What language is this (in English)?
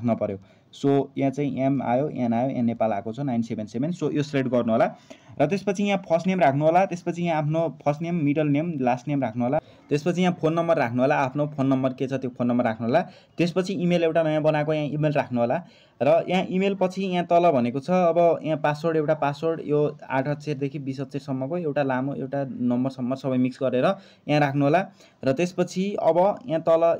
Nepali